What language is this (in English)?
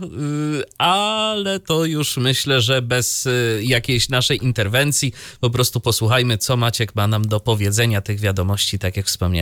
Polish